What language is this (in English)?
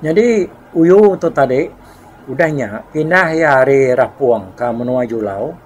Iban